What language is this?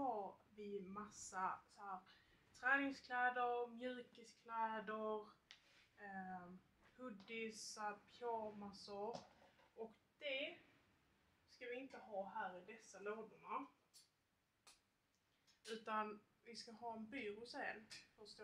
Swedish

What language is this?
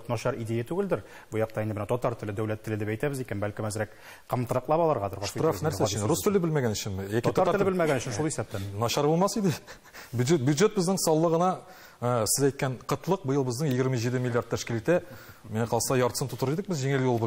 Tatar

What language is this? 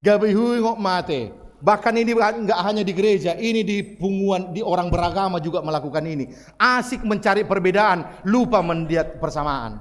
Batak Toba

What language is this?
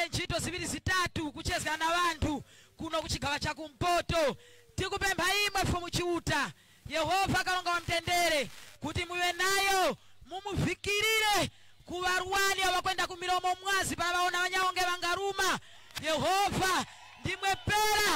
Nyanja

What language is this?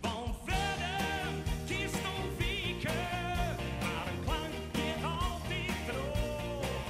Western Frisian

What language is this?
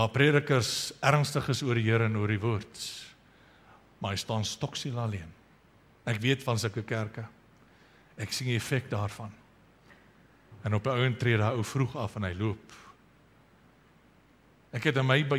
Afrikaans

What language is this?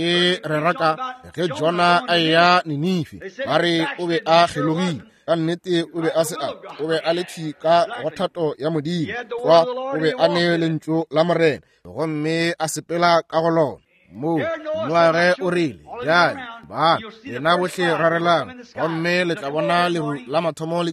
Northern Sotho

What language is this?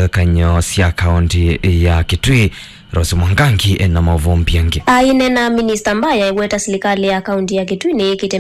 Kamba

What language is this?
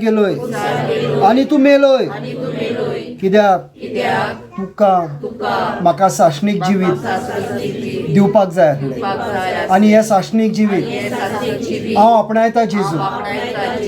Konkani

